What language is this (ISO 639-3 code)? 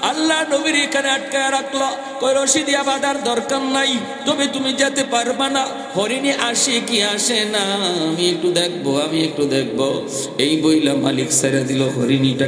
ben